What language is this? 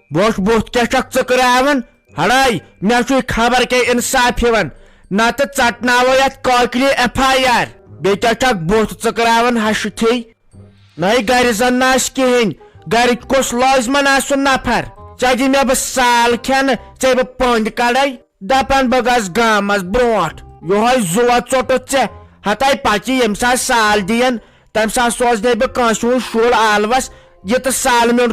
Kashmiri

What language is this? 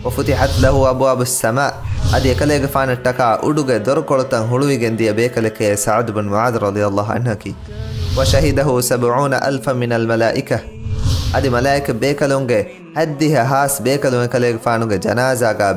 Divehi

